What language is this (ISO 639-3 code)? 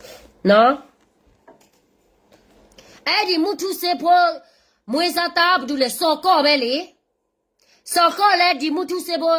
ksw